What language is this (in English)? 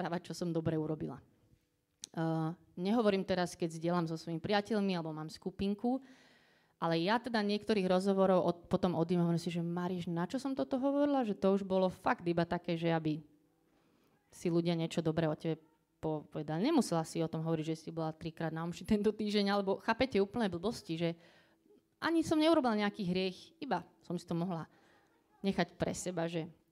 Slovak